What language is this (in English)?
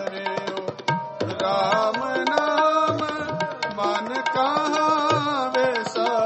Punjabi